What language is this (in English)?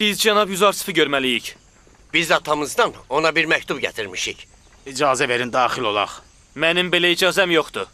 Azerbaijani